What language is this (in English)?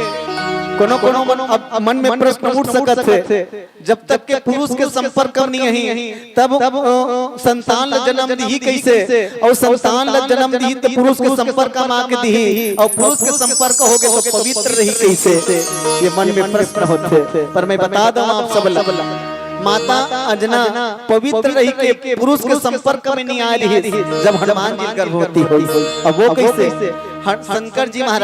Chhattisgarhi